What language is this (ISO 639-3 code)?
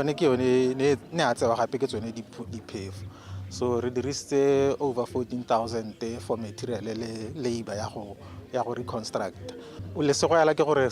tsn